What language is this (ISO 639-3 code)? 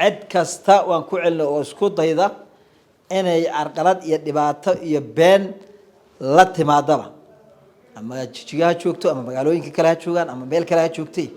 som